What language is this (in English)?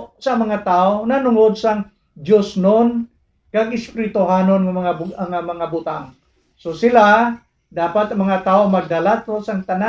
Hiligaynon